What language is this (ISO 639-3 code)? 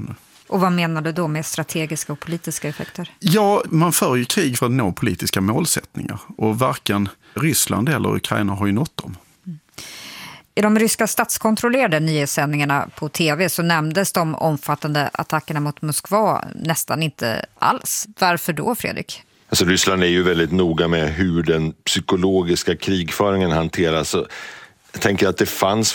swe